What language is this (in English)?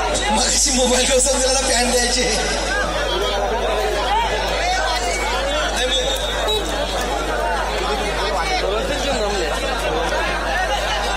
Marathi